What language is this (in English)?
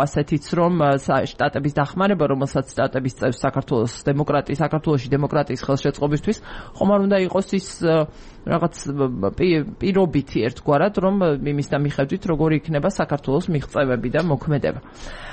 Georgian